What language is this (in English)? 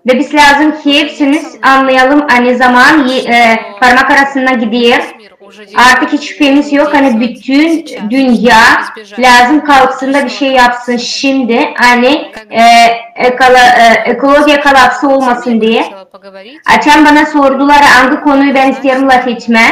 Gagauz